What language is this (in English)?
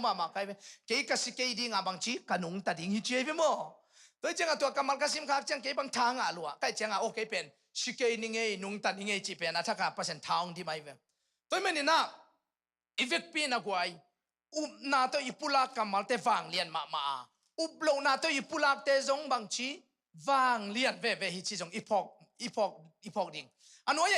Tedim Chin